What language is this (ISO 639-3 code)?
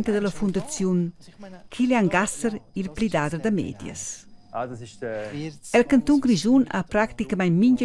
roh